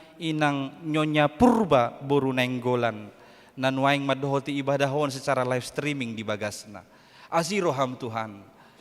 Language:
Batak Toba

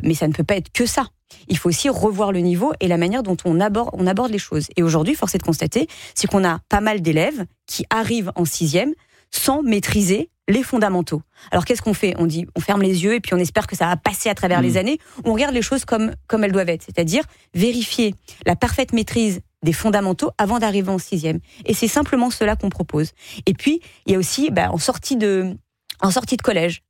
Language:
French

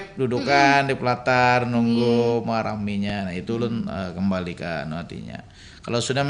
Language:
Banjar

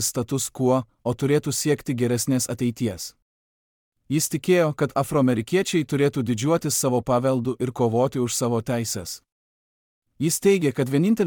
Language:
Lithuanian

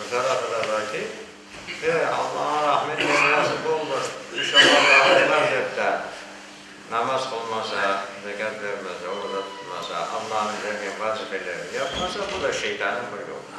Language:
Crimean Tatar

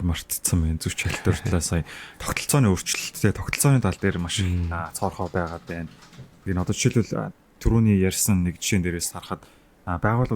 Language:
Mongolian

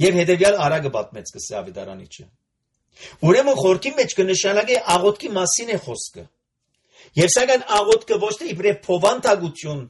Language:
Armenian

